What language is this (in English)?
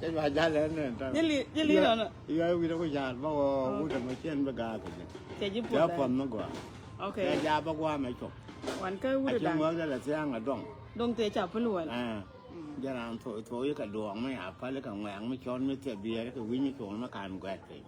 Nuer